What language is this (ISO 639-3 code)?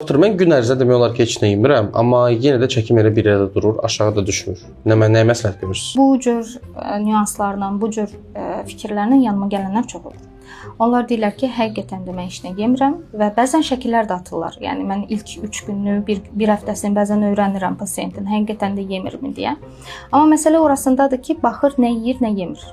aze